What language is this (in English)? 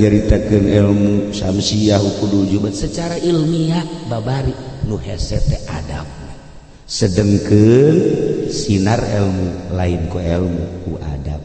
Sundanese